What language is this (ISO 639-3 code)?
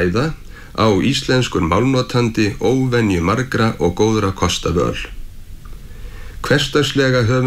isl